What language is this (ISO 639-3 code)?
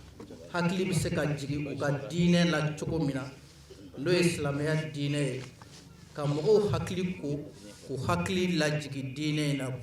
bam